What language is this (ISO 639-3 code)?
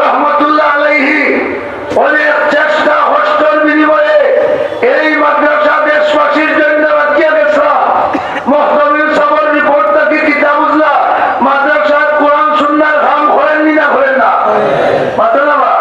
syl